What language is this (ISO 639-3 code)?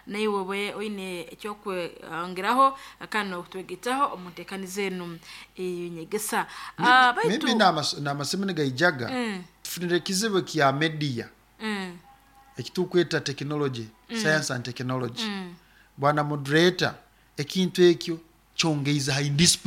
nyo